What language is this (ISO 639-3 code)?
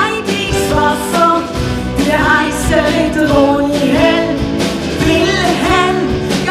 gsw